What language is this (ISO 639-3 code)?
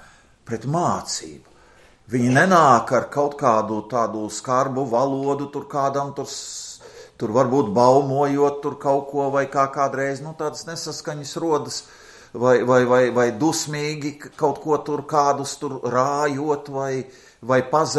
lav